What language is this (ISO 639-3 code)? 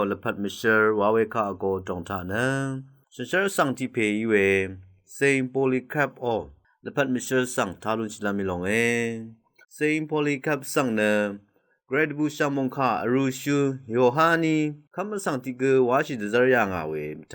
raw